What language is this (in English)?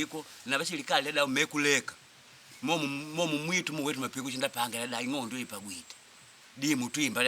Makonde